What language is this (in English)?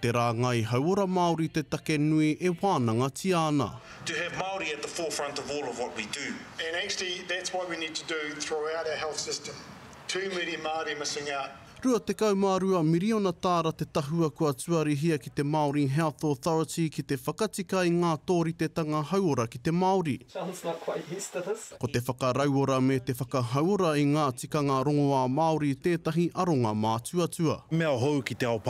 Māori